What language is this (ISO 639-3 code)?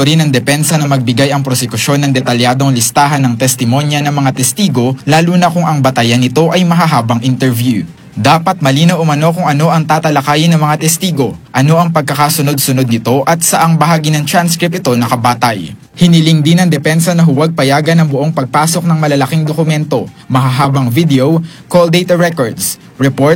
fil